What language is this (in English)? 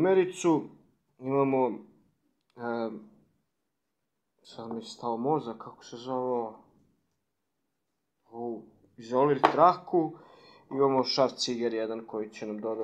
Croatian